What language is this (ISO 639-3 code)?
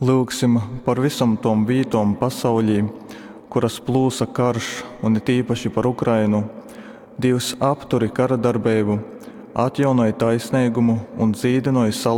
ltg